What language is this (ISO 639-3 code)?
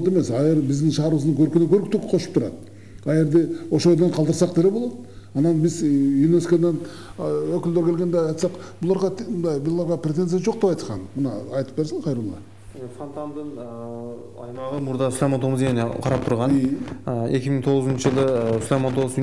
kir